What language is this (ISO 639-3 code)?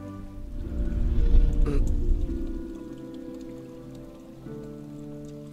tha